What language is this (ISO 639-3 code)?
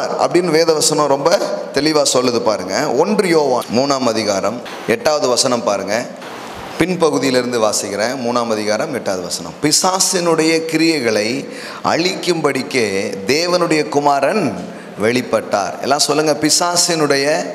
tam